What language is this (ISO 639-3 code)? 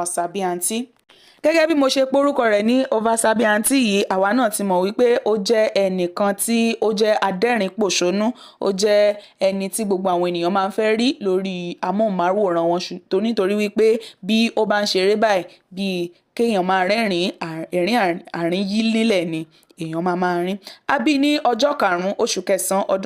yor